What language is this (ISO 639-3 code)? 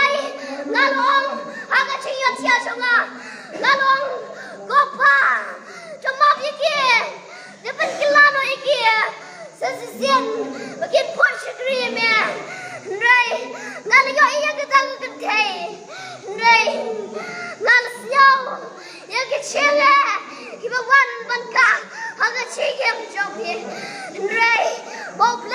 kha